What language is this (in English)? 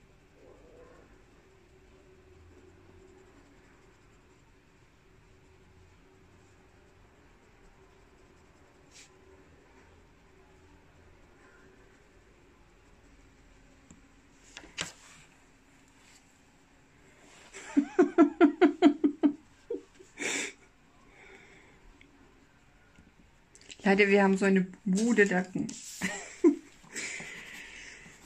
German